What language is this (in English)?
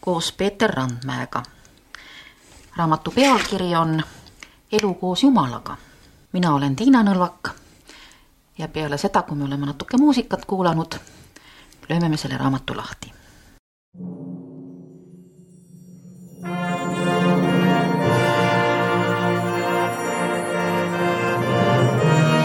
Estonian